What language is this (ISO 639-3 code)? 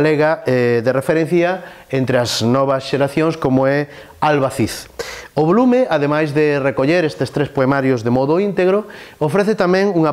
glg